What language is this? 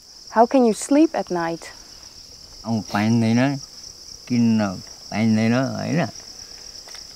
Dutch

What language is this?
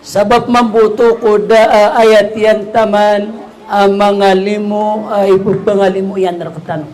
Maranao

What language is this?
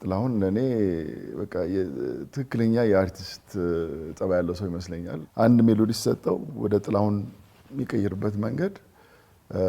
Amharic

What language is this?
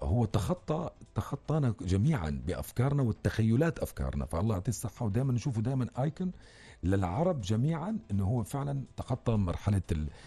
North Levantine Arabic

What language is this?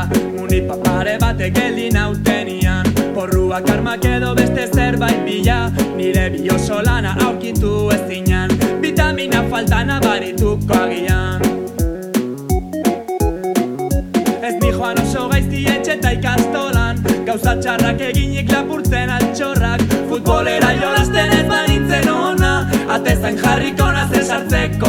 Basque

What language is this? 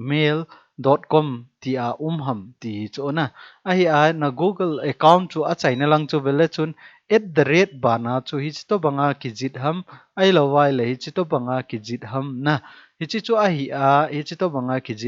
Thado Chin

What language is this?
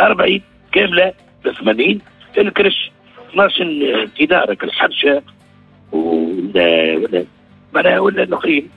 Tunisian Arabic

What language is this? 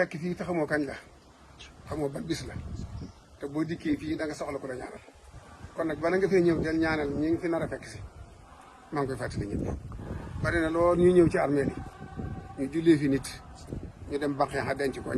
Wolof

